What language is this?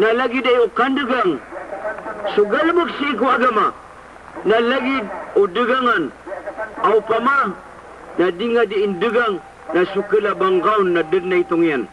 Maranao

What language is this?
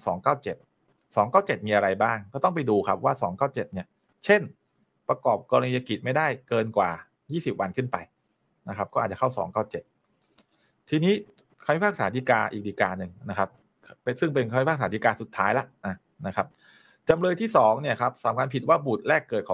Thai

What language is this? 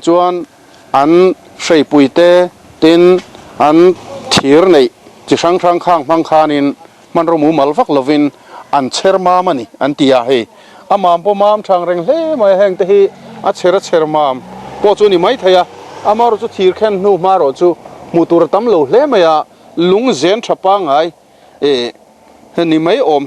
Mizo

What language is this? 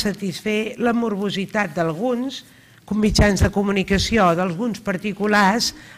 Catalan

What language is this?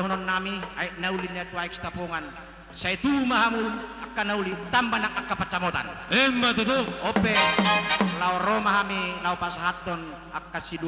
Batak Toba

